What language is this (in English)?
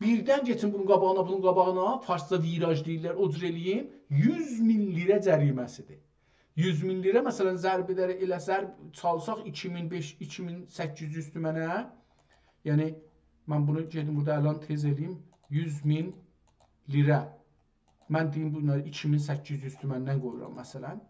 South Azerbaijani